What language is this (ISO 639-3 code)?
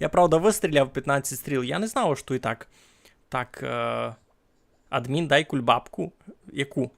rue